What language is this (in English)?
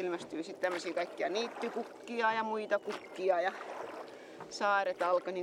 Finnish